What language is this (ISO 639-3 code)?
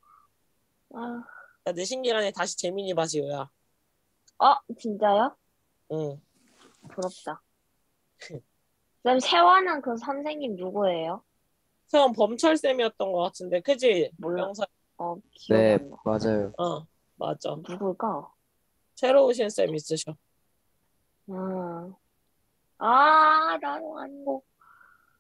kor